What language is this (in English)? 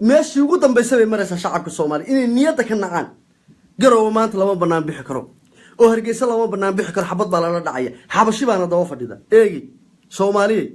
Somali